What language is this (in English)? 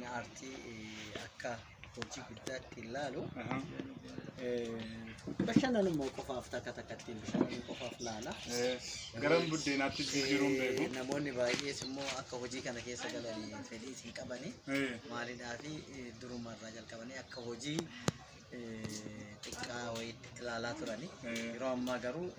Oromo